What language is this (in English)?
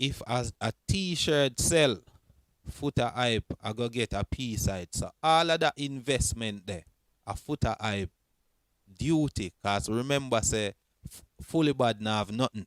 Jamaican Creole English